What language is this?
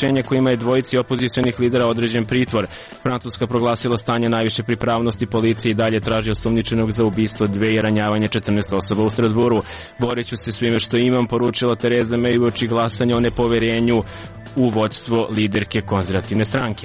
Serbian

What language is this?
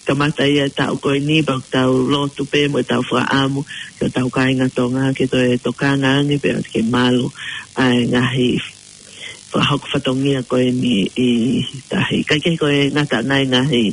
Tongan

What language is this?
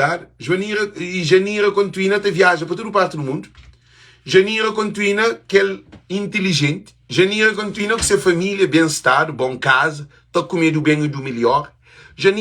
Kabuverdianu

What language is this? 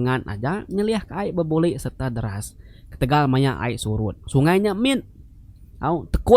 Iban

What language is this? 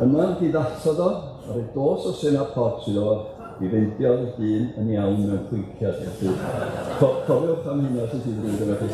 Welsh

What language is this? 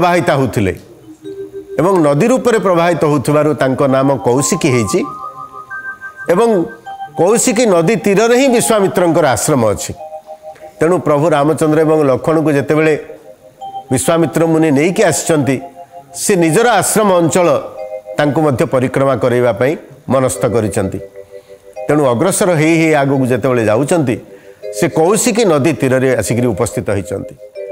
Odia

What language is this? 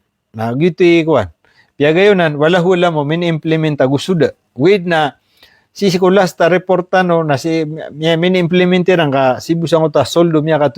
Maranao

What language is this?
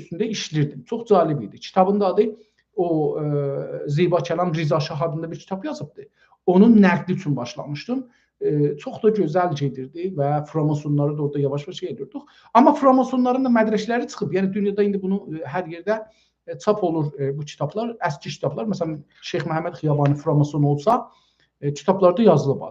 South Azerbaijani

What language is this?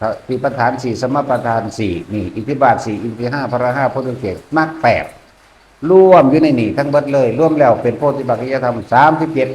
Northeastern Thai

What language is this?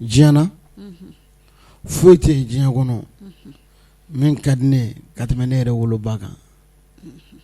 Bambara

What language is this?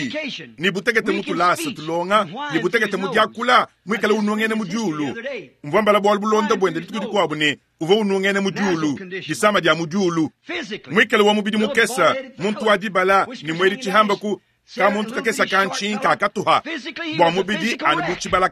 Luba-Lulua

